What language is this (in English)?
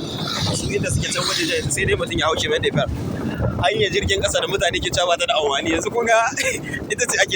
Hausa